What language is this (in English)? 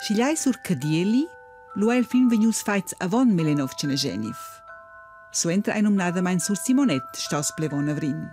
Romansh